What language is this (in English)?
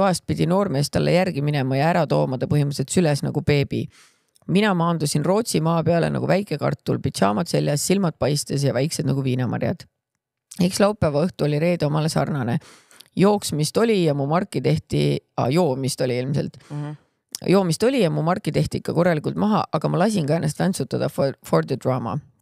Estonian